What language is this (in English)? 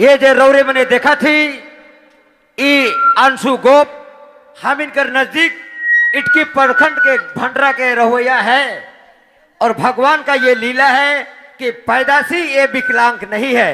Sadri